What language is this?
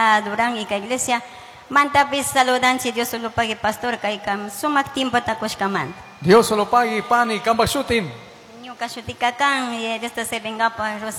Chimborazo Highland Quichua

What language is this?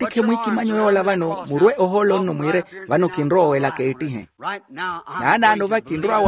Makhuwa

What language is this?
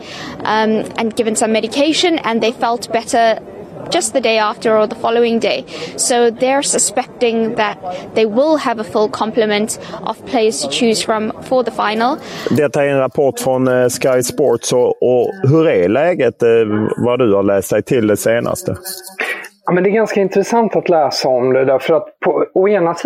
Swedish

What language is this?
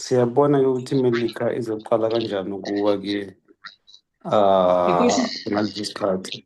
Zulu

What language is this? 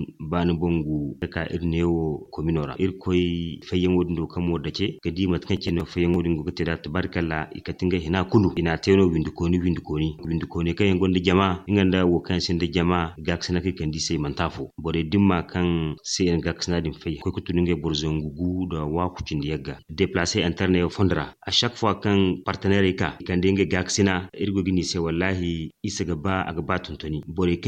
Zarma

